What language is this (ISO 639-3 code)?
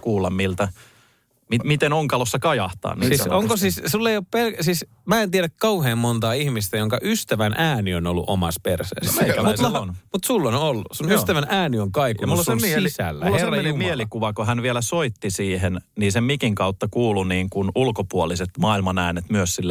fin